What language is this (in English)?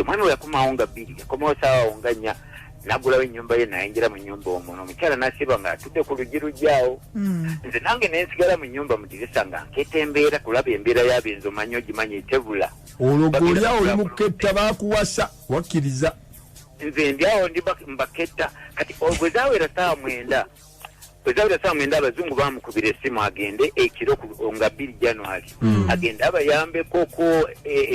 Ganda